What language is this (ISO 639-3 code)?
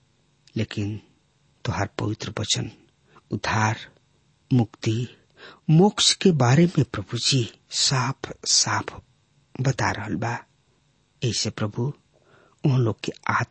bho